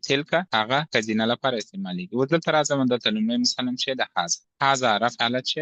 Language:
Pashto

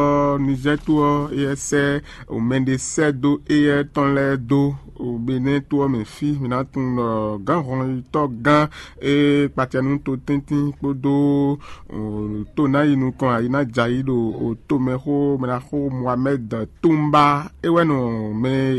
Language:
Fon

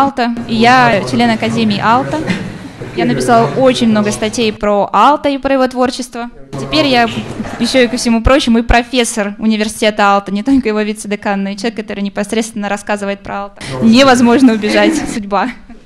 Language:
Russian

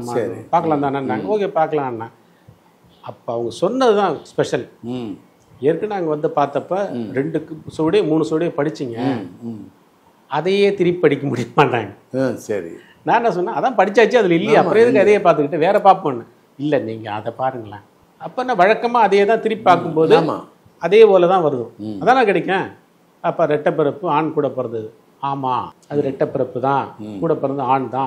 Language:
Tamil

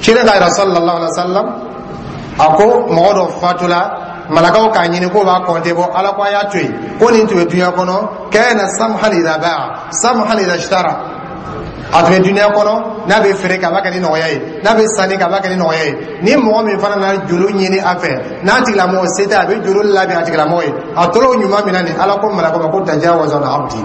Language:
Dyula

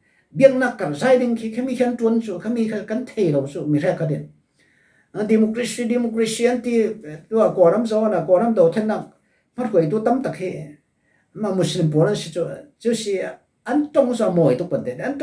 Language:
Falam Chin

